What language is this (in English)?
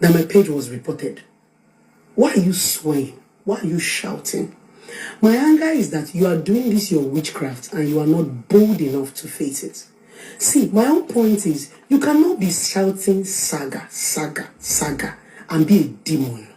Nigerian Pidgin